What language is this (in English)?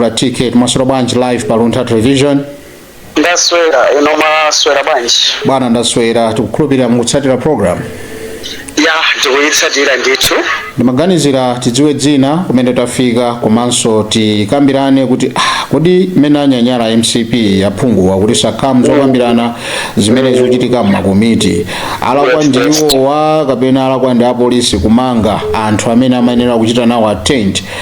Nyanja